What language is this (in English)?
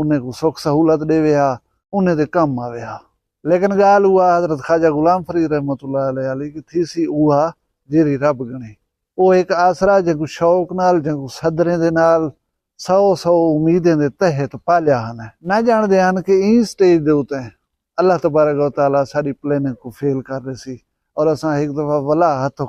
Saraiki